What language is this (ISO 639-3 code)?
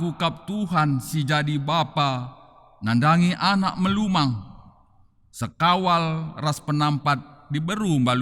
btx